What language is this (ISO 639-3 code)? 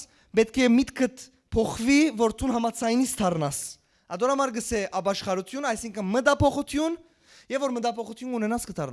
hyw